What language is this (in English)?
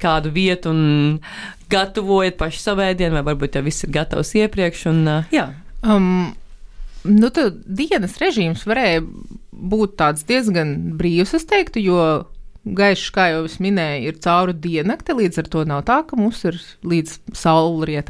Latvian